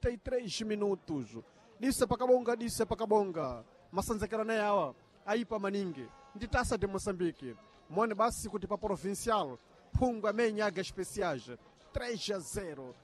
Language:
Sena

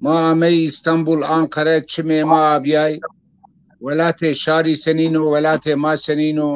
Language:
Zaza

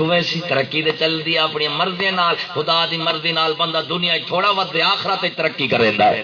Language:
Saraiki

